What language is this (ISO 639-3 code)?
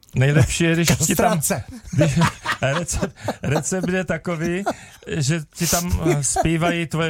ces